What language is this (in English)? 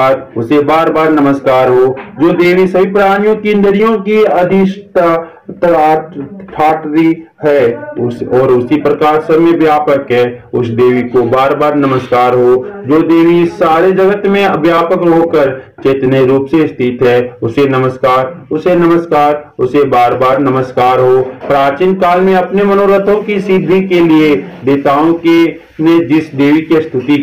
Hindi